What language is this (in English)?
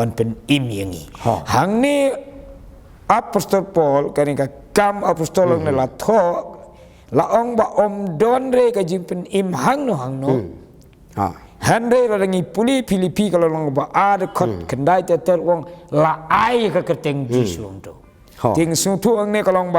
Khasi